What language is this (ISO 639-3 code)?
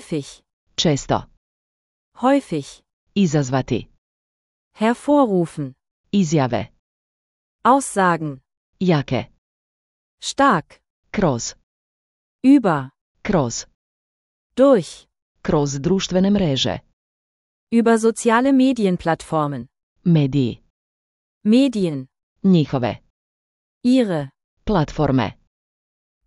slv